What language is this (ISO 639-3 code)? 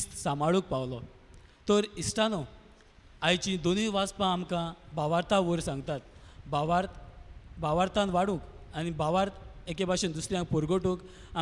kok